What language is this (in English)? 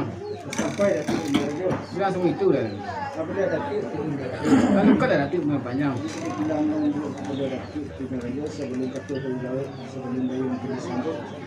Minangkabau